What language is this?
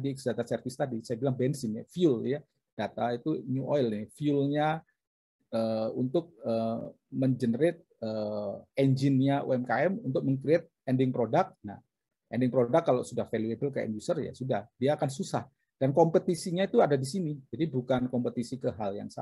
Indonesian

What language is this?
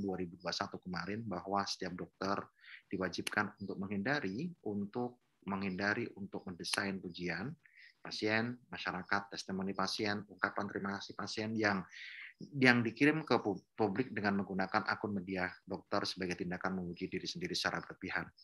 Indonesian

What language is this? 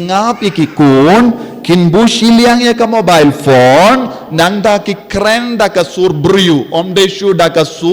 Khasi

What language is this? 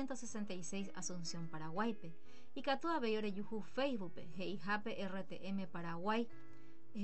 Guarani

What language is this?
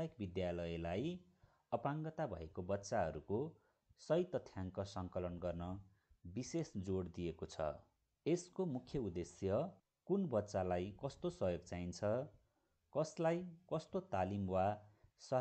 Nepali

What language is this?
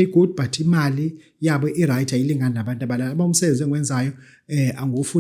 Zulu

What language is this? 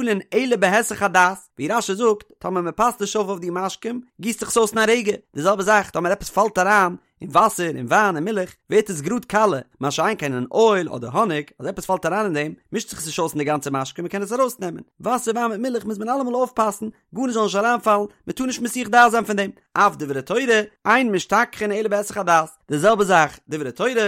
Yiddish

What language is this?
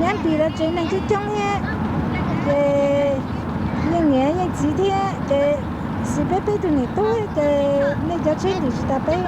Hmong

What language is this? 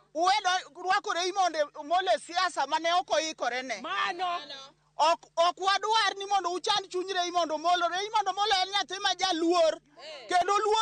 Luo (Kenya and Tanzania)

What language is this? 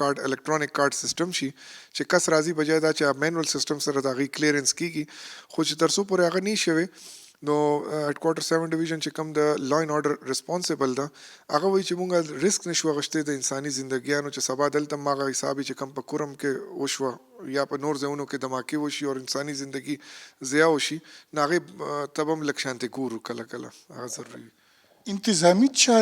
Pashto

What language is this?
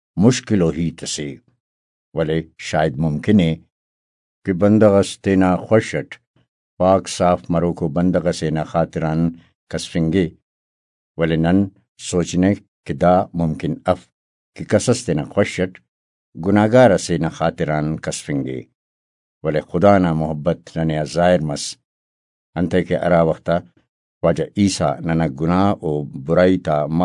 Brahui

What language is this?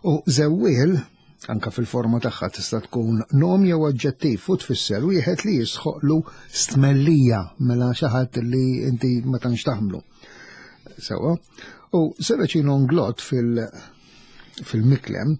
Maltese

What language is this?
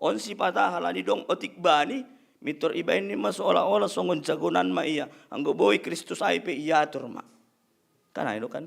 Batak Simalungun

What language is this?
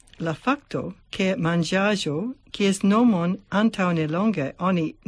Esperanto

